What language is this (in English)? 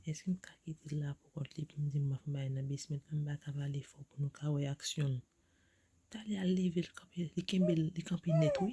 Haitian Creole